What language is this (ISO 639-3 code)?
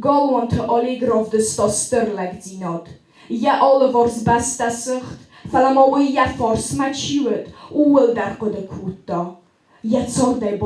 oss